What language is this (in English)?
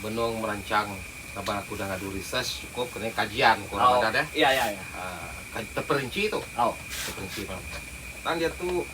Iban